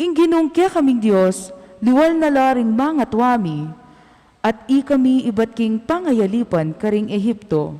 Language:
Pampanga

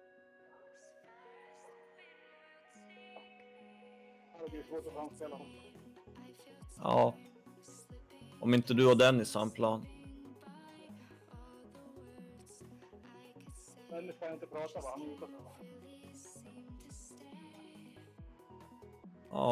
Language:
Swedish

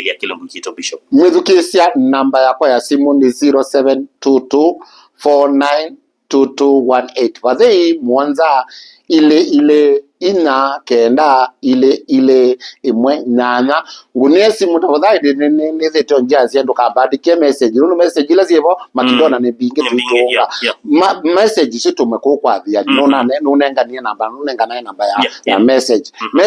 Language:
Kamba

